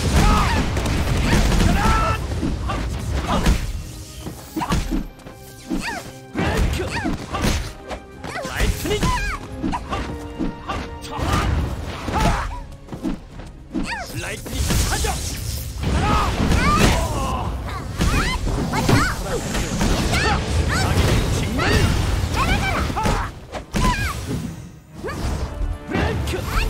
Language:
Korean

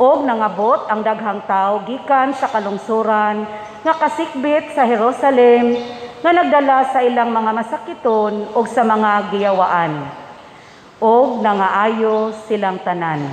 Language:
Cebuano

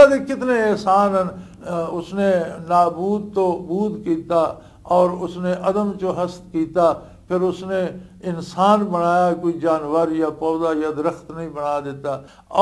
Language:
Western Panjabi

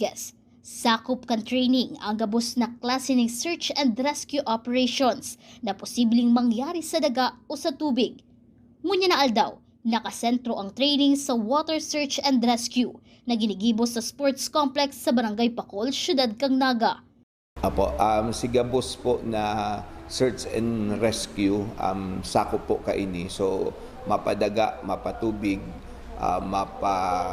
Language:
Bikol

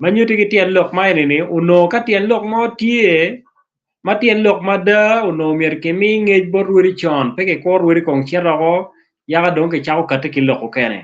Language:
Acoli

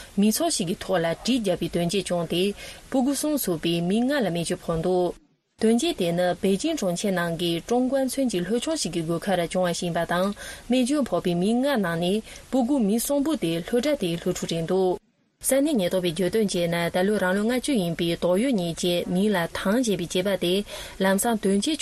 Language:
Tibetan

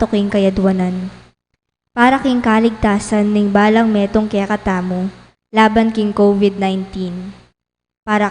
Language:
Pampanga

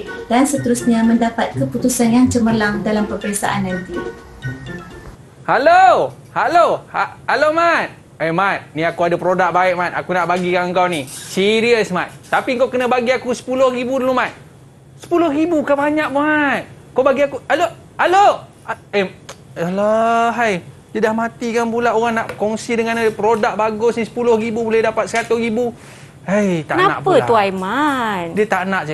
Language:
Malay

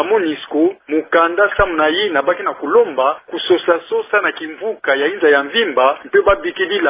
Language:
Kituba (Democratic Republic of Congo)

